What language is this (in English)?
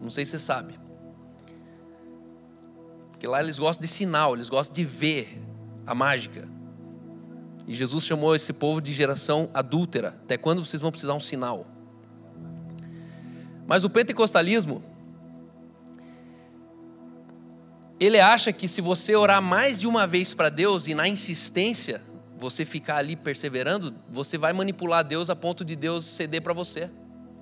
Portuguese